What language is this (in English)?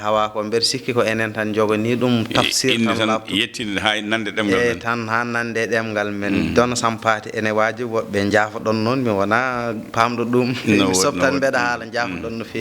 Fula